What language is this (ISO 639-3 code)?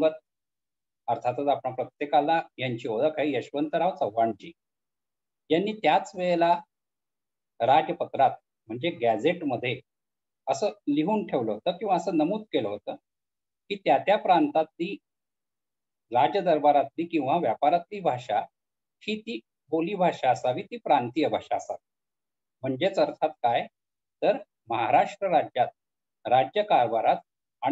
mar